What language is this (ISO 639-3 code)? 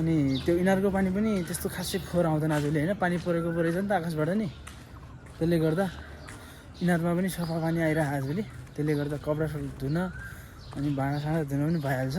nep